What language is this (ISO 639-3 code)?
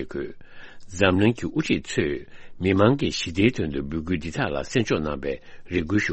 bod